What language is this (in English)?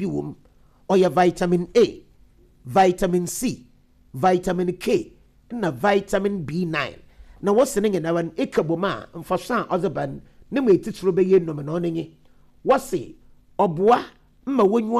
Akan